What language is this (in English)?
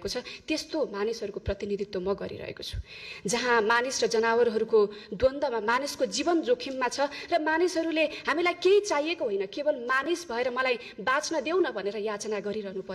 Nepali